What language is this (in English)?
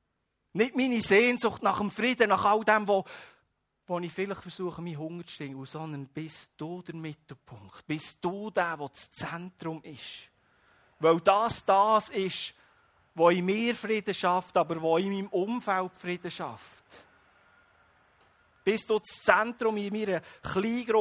German